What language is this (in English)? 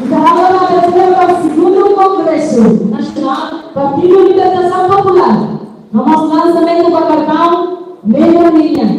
Tetum